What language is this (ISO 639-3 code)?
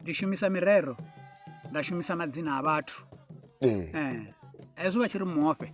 ven